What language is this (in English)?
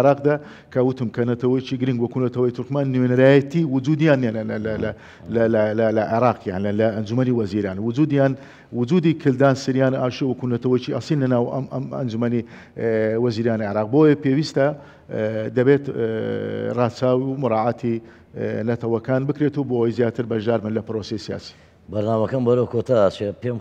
Central Kurdish